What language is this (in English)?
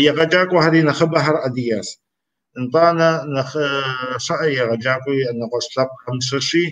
Kabardian